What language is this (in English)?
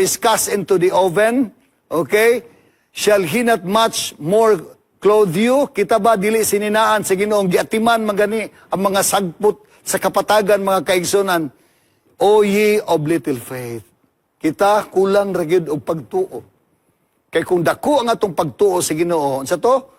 Cebuano